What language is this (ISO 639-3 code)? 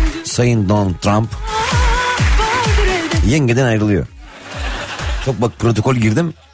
tur